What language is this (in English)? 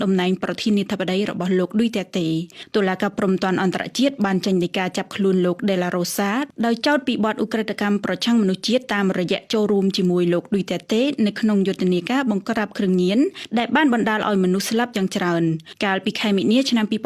Khmer